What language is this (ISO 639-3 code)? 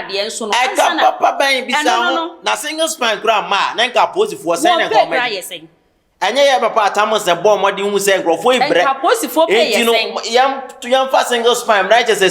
aka